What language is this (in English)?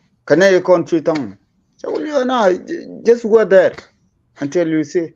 Nuer